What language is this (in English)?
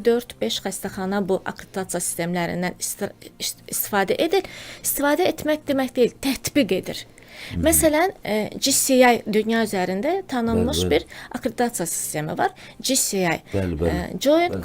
Azerbaijani